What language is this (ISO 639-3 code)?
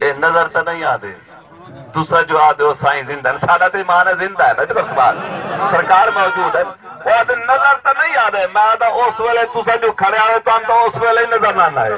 skr